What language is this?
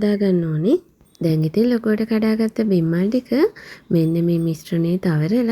Sinhala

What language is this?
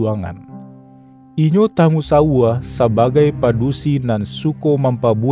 Minangkabau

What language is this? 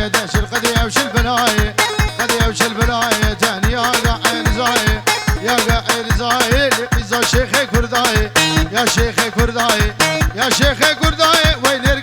Kurdish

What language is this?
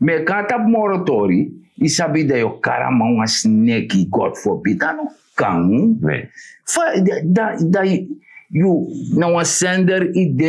Sranan Tongo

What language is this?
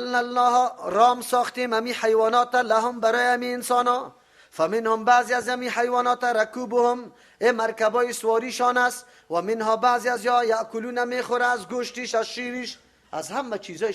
Persian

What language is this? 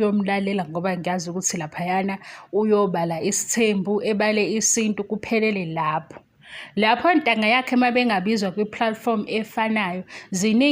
Zulu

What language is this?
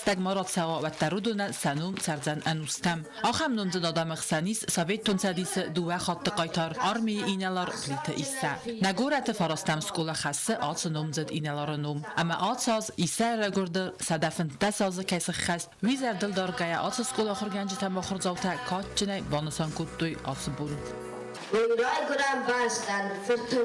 Ossetic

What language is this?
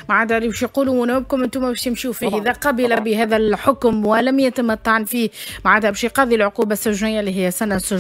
Tunisian Arabic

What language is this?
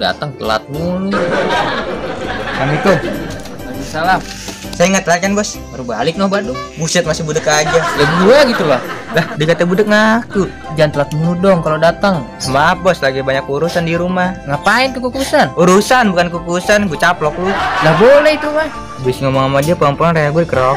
Betawi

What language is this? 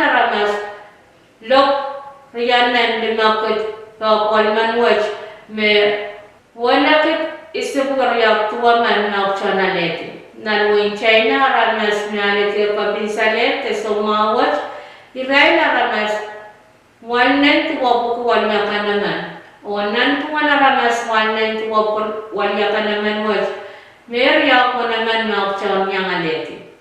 Pohnpeian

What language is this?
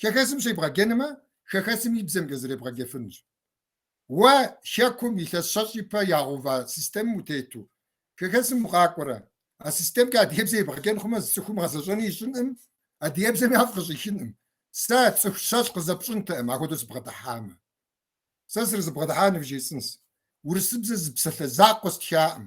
Kabardian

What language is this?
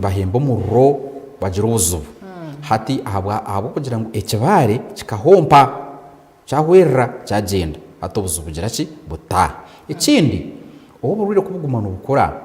Nyankole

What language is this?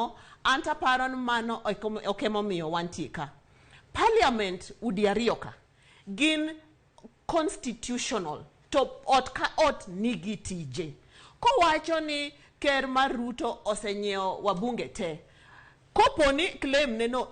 Luo (Kenya and Tanzania)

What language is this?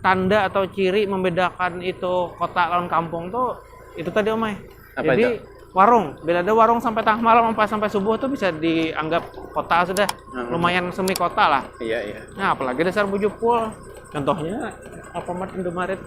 Banjar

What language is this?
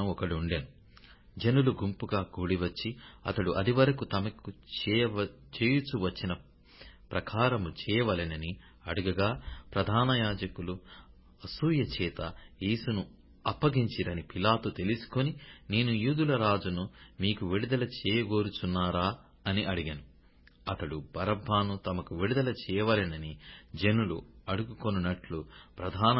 Telugu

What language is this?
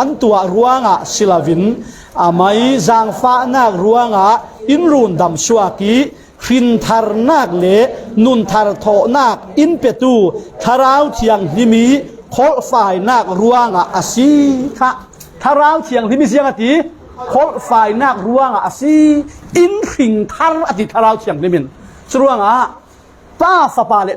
Falam Chin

